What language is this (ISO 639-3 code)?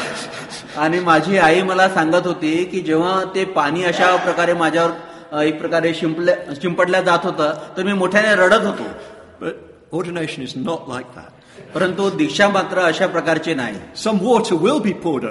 mar